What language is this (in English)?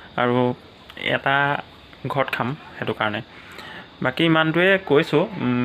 Assamese